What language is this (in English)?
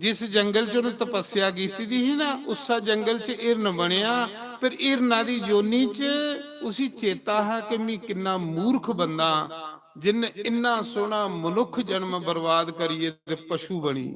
Dogri